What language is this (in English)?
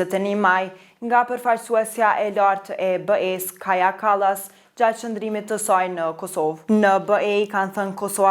Albanian